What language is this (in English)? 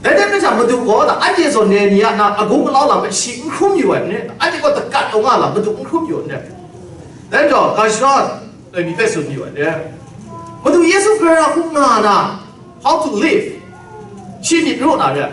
Kachin